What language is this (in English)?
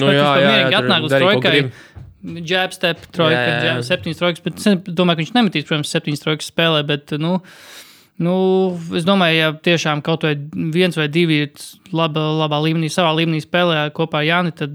Latvian